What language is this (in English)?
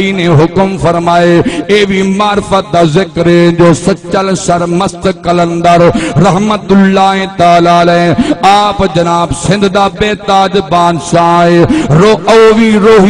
Saraiki